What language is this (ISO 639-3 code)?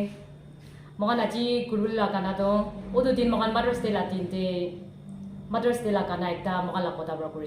nag